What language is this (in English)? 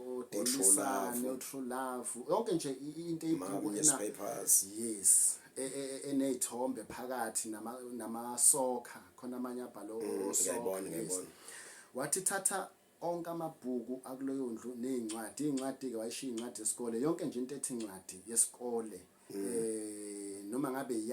Zulu